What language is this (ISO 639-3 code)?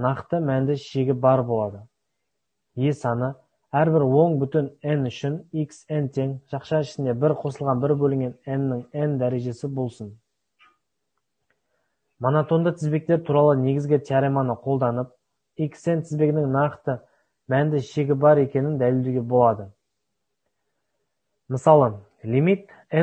kaz